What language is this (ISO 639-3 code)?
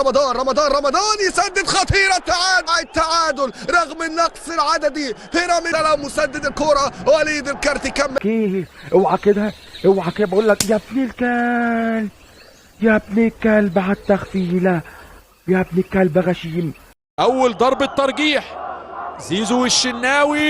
arz